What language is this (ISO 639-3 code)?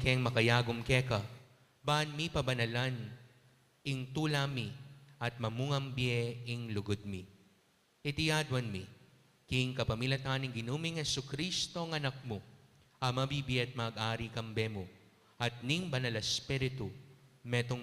pam